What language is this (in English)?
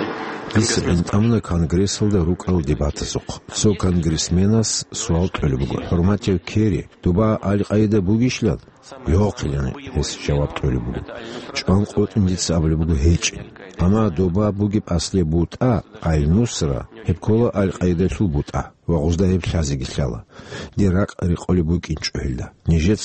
Avaric